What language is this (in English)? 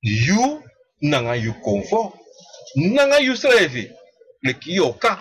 Sranan Tongo